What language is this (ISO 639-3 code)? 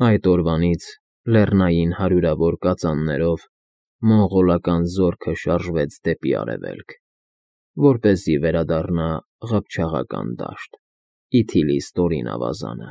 hye